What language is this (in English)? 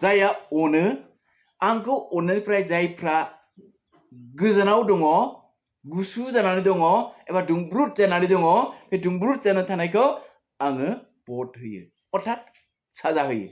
Bodo